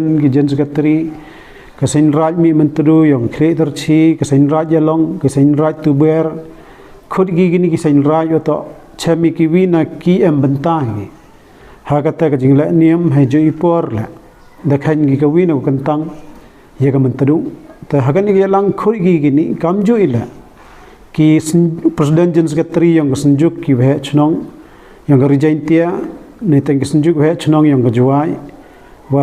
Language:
Pnar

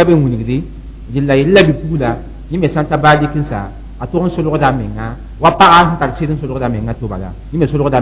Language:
Mossi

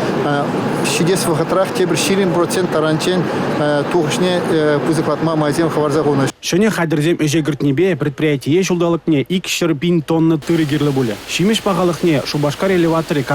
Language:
Chuvash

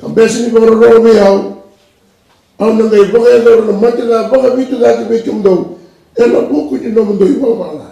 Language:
Fijian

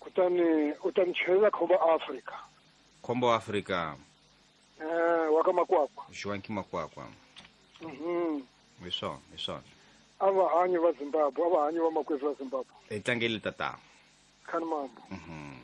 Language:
Tsonga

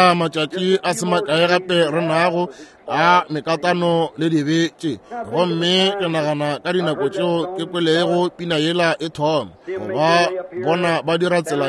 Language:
Northern Sotho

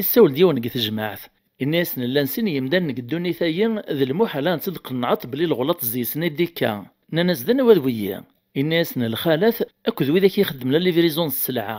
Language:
Kabyle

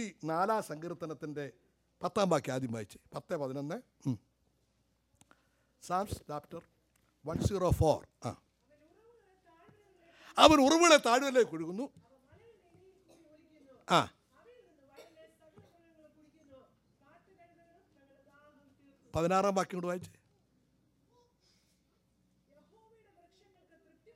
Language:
Malayalam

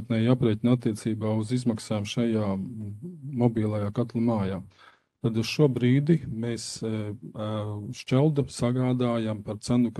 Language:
Latvian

